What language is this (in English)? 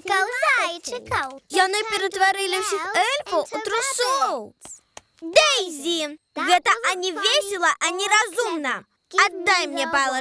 Belarusian